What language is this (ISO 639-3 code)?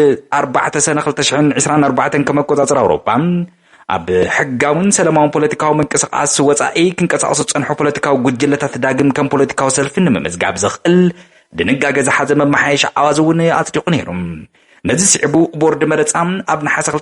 tir